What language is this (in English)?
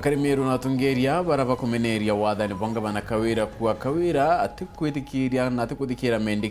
Meru